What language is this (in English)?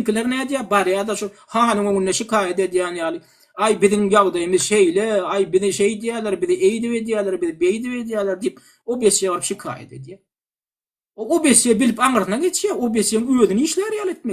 Turkmen